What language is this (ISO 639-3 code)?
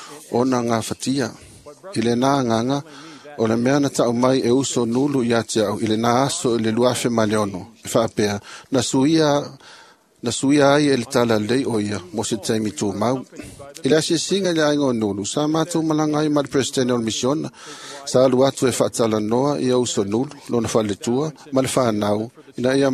smo